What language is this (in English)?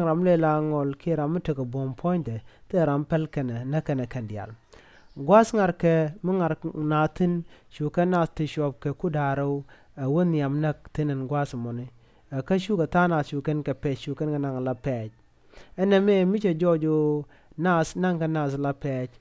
Nuer